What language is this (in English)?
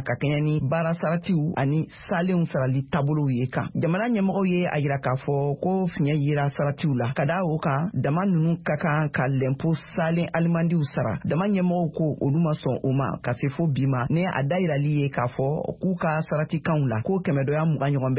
Bambara